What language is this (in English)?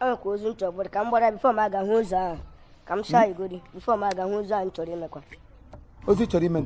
Igbo